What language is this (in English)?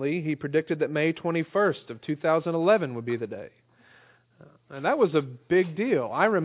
English